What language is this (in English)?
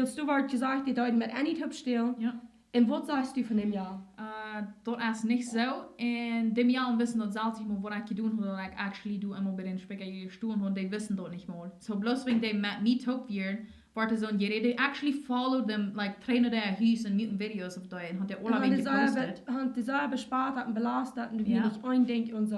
Plautdietsch